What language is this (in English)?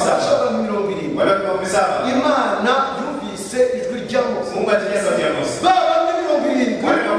Kinyarwanda